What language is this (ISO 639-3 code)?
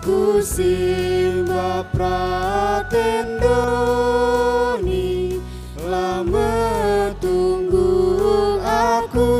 btx